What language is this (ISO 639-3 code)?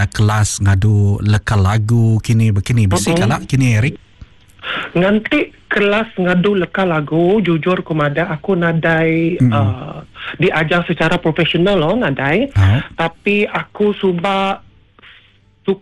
iba